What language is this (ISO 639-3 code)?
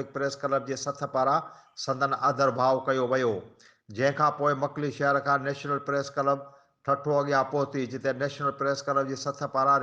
snd